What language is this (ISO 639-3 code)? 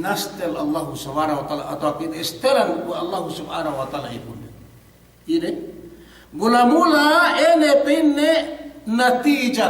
yka